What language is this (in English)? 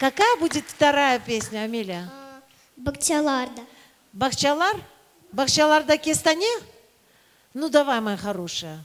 Crimean Tatar